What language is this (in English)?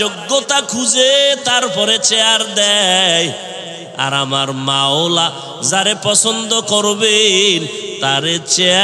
Bangla